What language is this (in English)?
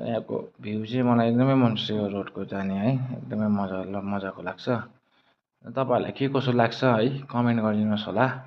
Nepali